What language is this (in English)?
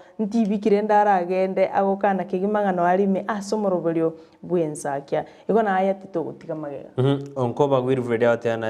Gusii